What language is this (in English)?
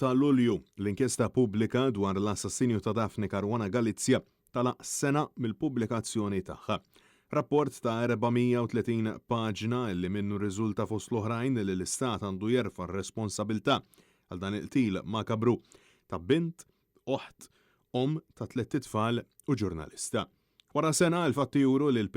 Maltese